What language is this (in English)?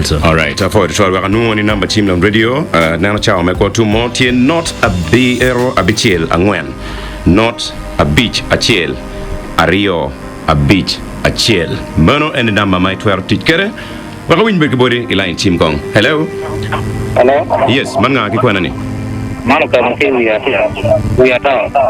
Acoli